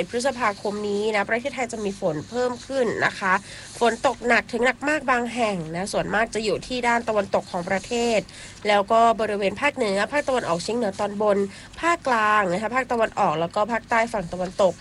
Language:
Thai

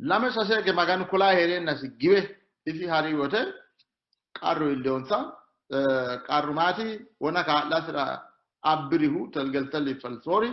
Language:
Sidamo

